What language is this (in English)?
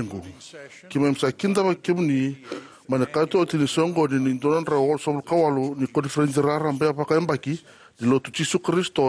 Fijian